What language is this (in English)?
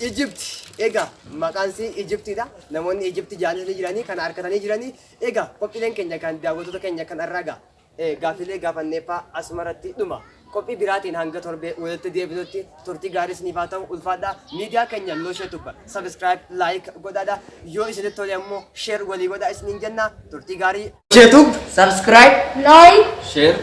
Oromo